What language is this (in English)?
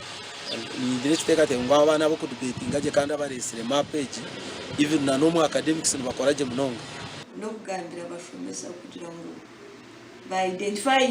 Nyankole